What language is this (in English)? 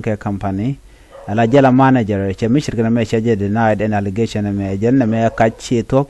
Nuer